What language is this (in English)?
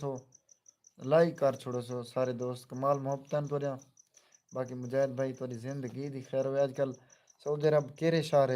Saraiki